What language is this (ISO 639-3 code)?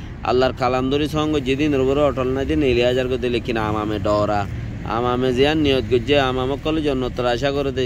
rhg